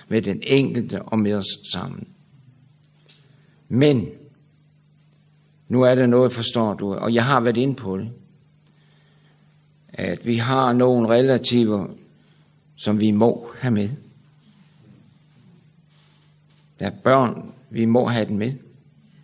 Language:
Danish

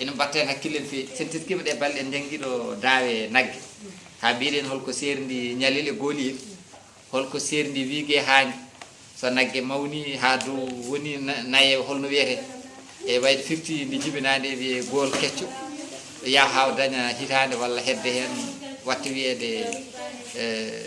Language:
Fula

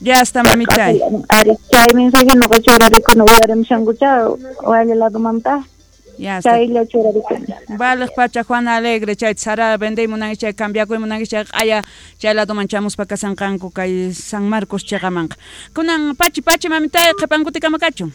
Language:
South Bolivian Quechua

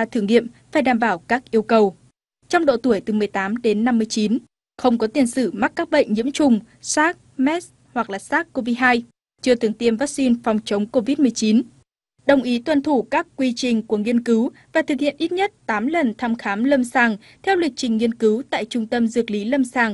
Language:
Vietnamese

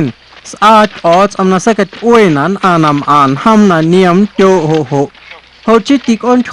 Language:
Guerrero Amuzgo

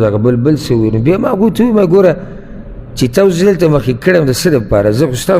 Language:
Pashto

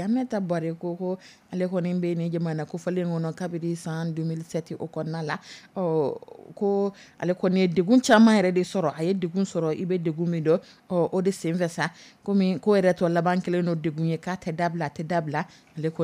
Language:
Dyula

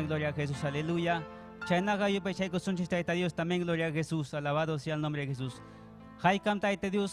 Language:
Ayacucho Quechua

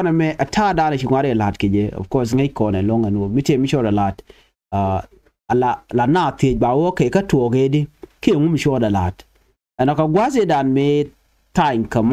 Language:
Nuer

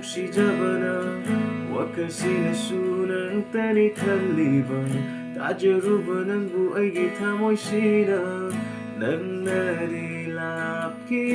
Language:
Manipuri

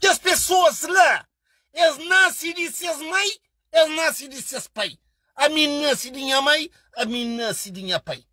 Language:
Kabuverdianu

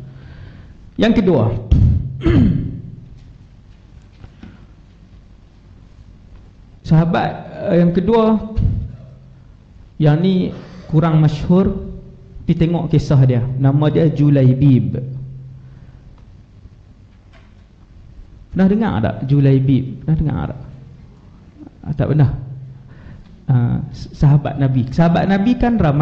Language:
Malay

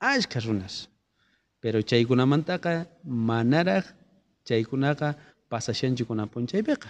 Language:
South Bolivian Quechua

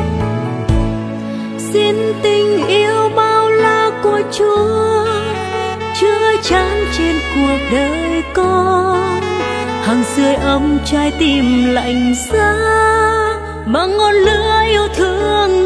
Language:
Vietnamese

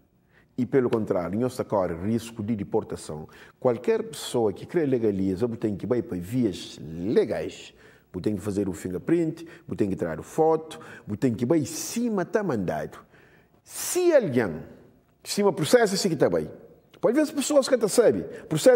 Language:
Kabuverdianu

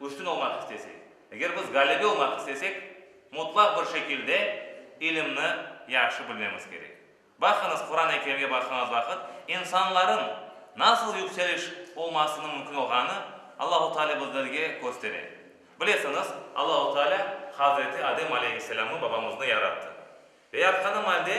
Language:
Crimean Tatar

